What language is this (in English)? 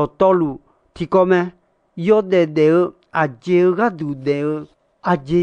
Akha